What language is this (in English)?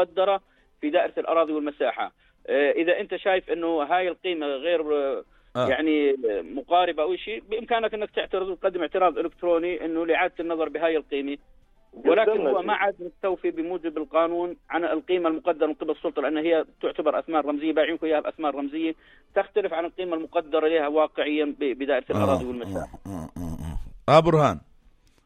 North Levantine Arabic